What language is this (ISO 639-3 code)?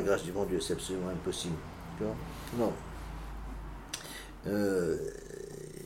fra